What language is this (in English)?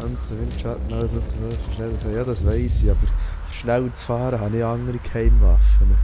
Swiss German